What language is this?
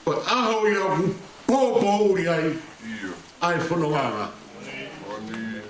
Tongan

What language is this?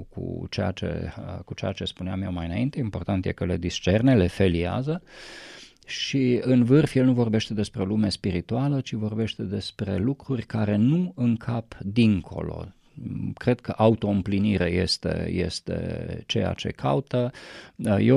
Romanian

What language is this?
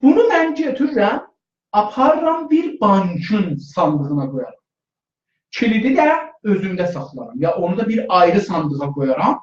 South Azerbaijani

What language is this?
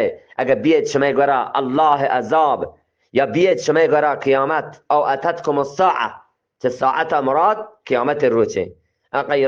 Eastern Balochi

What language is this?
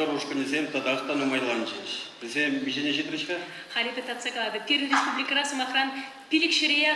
Chuvash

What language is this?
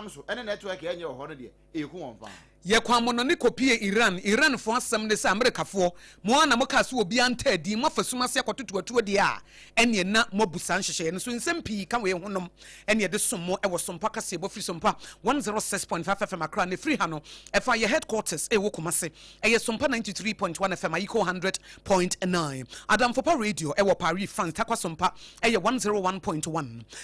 Akan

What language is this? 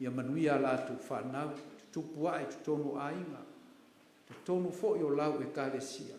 Samoan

